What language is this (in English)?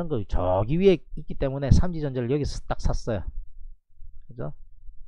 Korean